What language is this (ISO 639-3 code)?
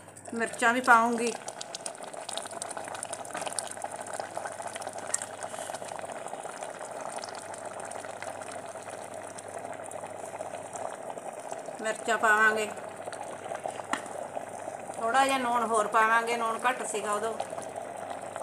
pan